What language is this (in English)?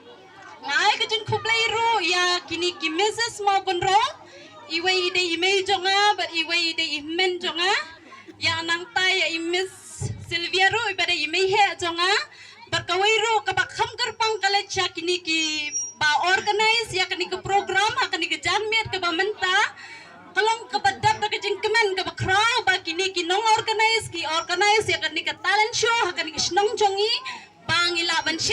Khasi